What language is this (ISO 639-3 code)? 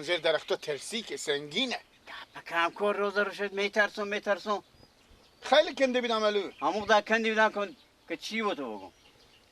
fas